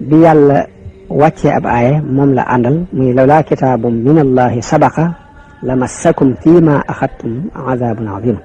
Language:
Wolof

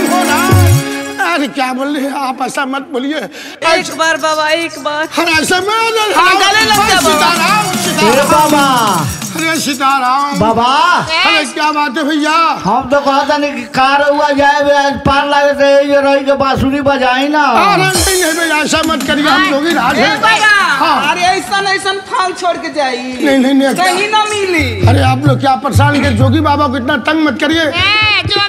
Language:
Bhojpuri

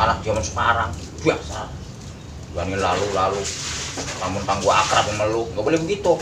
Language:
Betawi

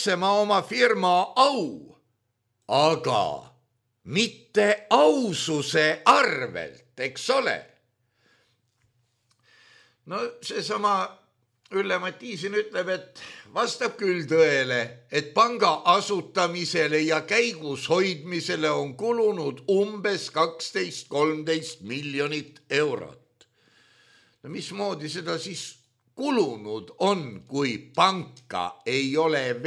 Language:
Estonian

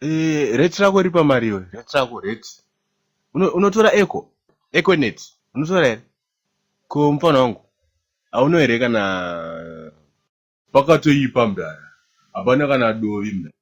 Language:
Shona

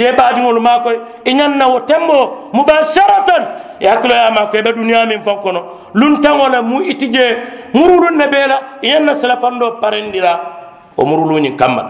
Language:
Mandingo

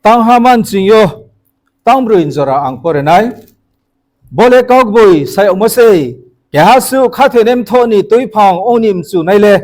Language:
Riang (India)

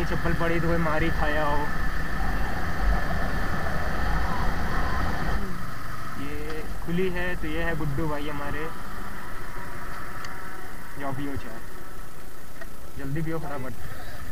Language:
Hindi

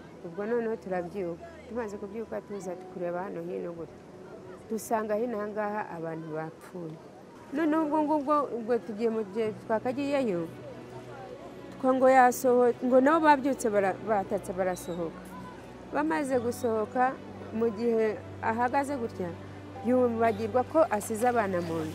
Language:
Kinyarwanda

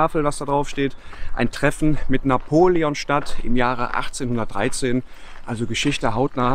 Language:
German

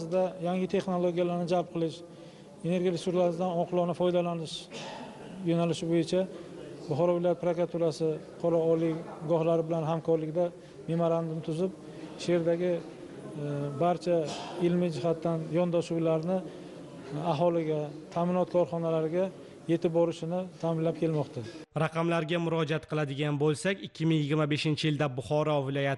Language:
Uzbek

